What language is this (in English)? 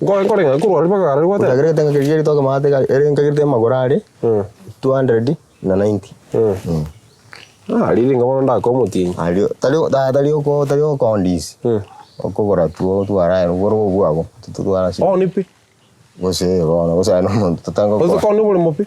Gusii